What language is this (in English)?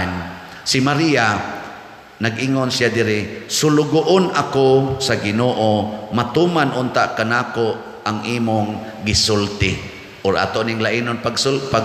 Cebuano